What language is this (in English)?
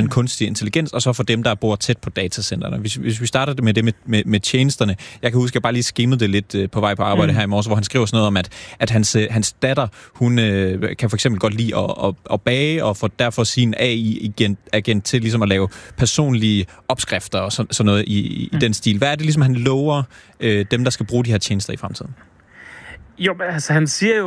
Danish